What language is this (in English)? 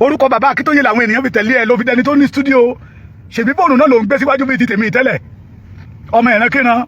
Yoruba